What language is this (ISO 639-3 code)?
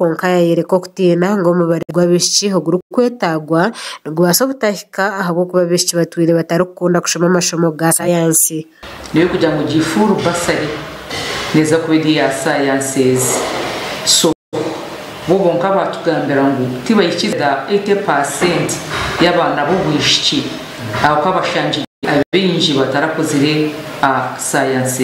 nyn